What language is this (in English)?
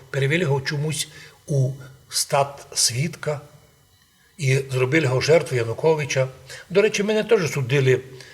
Rusyn